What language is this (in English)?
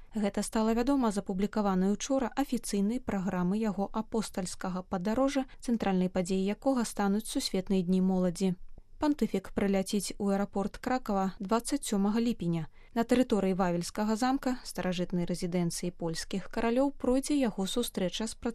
Belarusian